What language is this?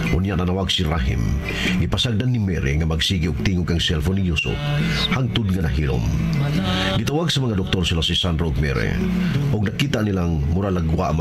Cebuano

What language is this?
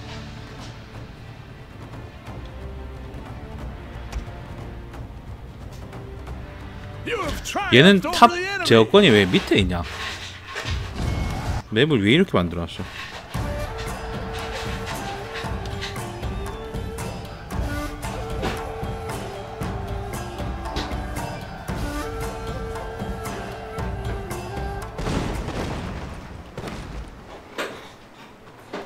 Korean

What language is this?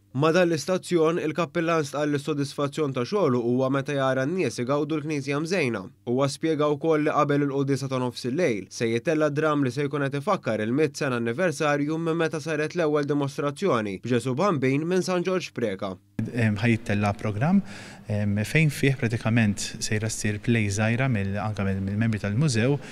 Maltese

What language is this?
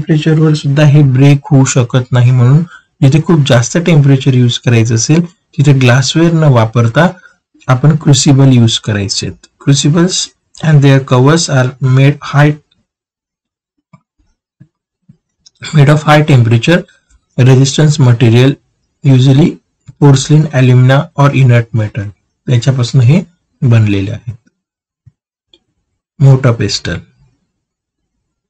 Marathi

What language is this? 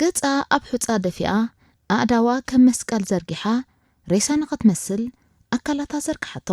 Tigrinya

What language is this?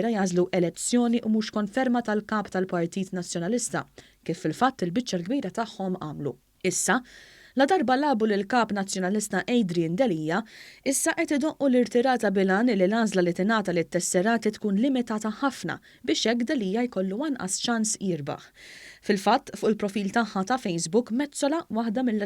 Maltese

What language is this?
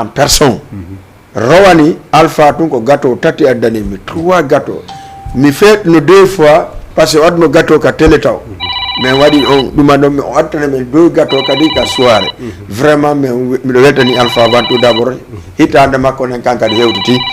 Fula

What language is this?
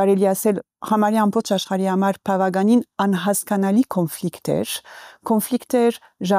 Armenian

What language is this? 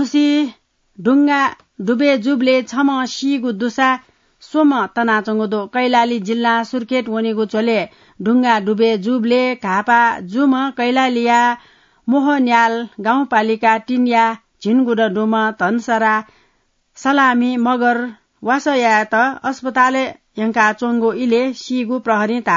Newari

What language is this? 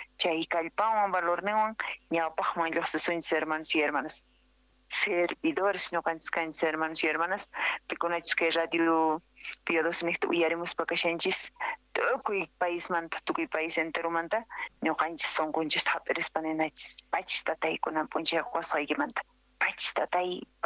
South Bolivian Quechua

